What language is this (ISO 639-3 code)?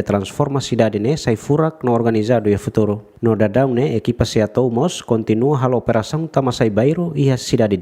tet